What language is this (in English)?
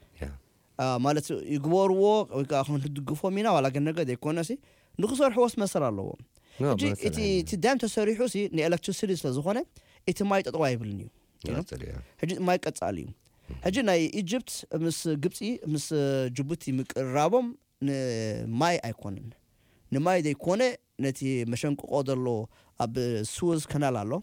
Tigrinya